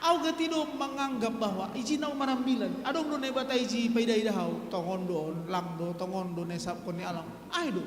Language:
Batak Simalungun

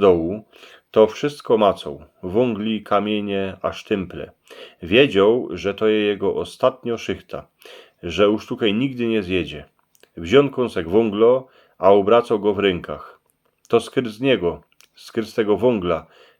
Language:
Silesian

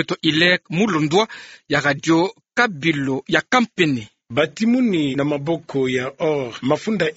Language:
Kituba (Democratic Republic of Congo)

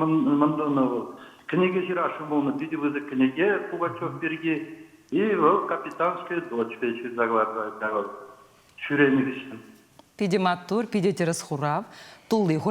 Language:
Chuvash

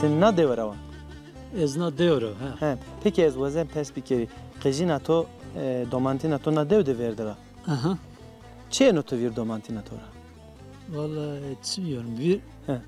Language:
Zaza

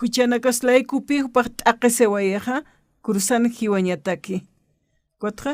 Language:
Aymara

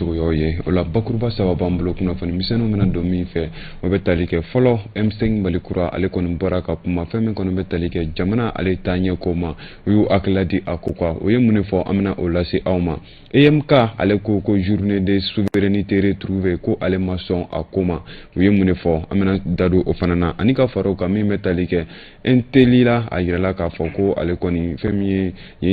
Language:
Bambara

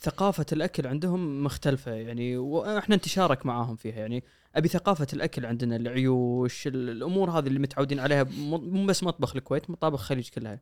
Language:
Gulf Arabic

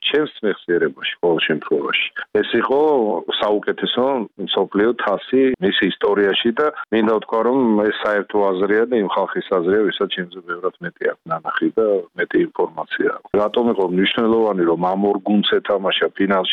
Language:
Georgian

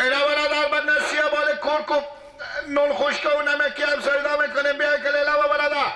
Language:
Persian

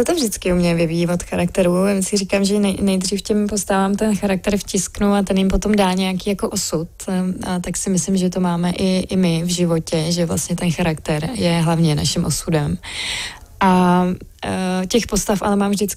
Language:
Czech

